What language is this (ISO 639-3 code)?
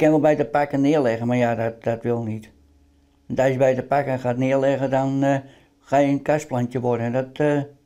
fry